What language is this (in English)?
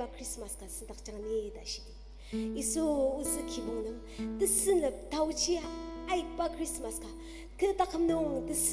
Ao Naga